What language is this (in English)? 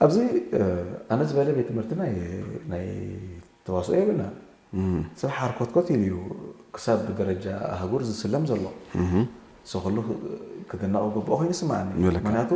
Tigrinya